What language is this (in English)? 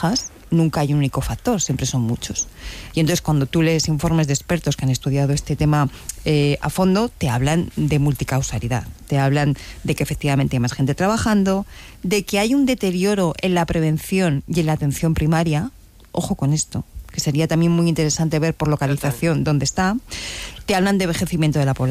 Spanish